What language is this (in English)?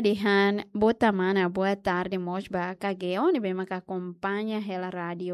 Tetum